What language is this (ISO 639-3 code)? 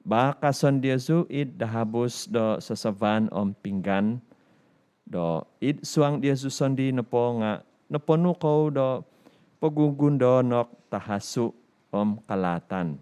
dtp